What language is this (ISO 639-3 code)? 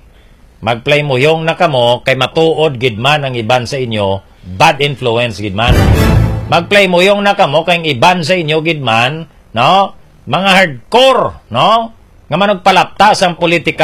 hil